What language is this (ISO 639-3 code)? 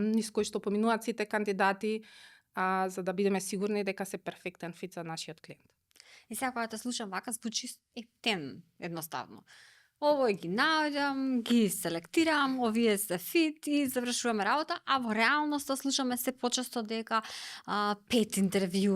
mkd